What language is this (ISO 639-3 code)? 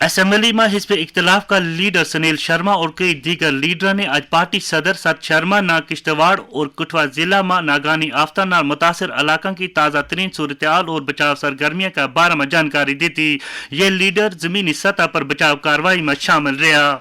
gju